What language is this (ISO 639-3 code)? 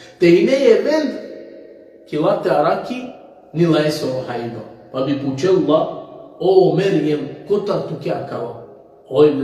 rmn